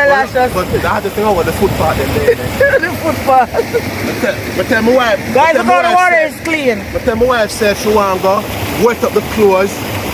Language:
Jamaican Creole English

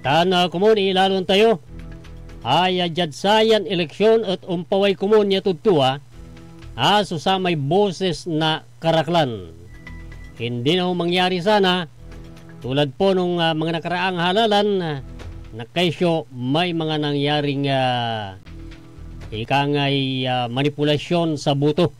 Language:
Pangasinan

